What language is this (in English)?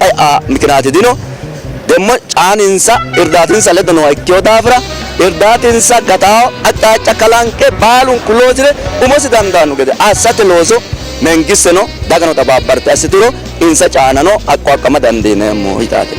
Sidamo